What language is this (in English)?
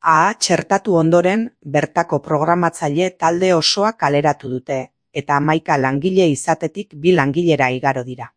Basque